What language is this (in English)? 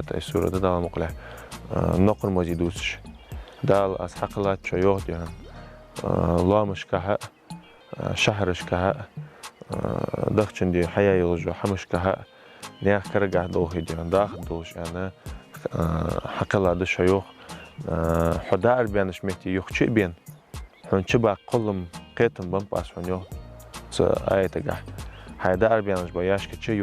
Ingush